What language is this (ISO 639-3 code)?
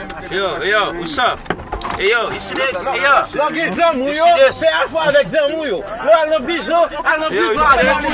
hat